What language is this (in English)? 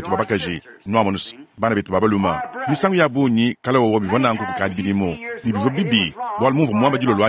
Luba-Lulua